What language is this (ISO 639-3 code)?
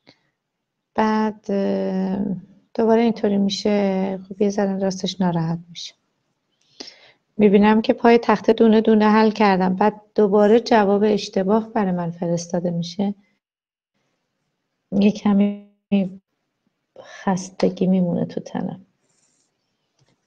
fas